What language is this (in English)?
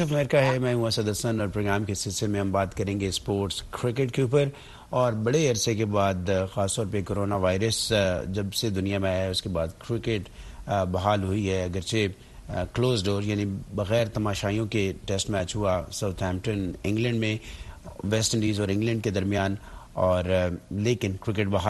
Urdu